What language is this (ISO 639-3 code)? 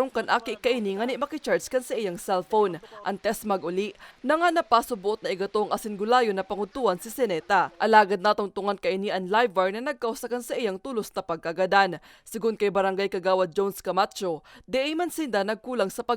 bik